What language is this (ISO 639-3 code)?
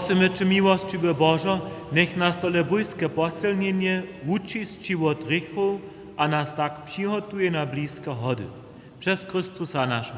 hsb